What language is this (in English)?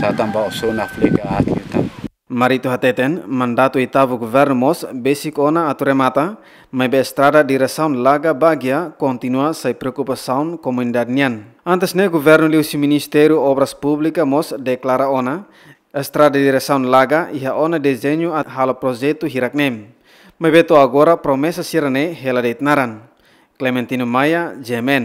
Tetum